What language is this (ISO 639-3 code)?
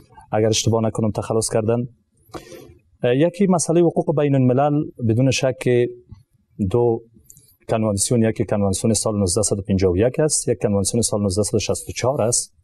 fas